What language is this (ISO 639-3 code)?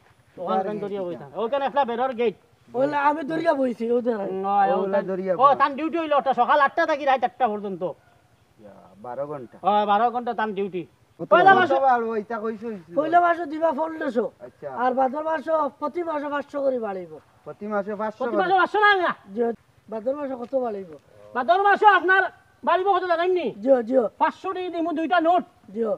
syl